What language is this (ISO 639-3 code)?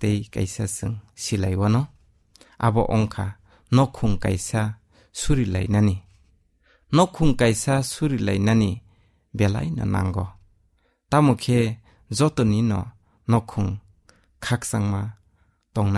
trp